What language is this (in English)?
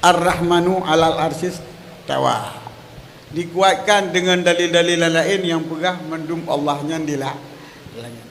Achinese